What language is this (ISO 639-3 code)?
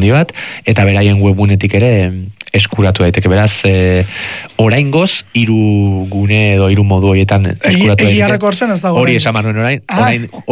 eus